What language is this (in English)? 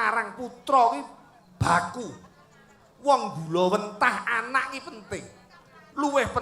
Javanese